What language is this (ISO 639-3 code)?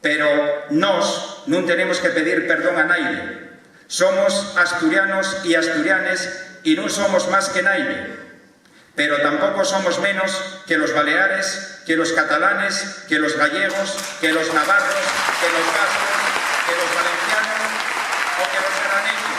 ast